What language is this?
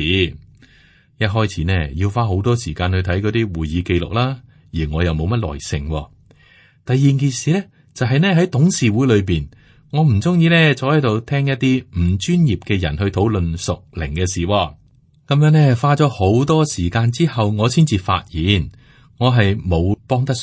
Cantonese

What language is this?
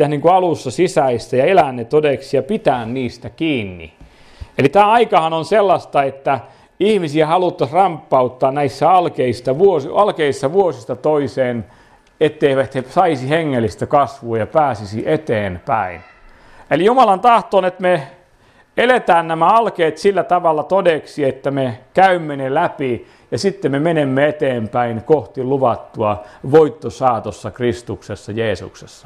Finnish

